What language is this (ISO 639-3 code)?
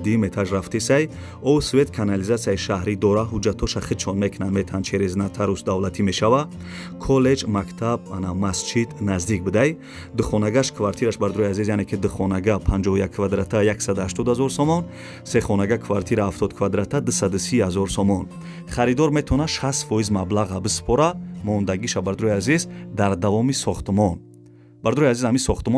tgk